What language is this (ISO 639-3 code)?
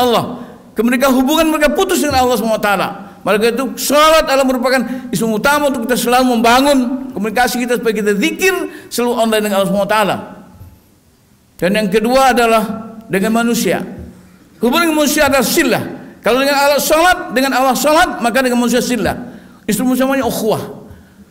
ind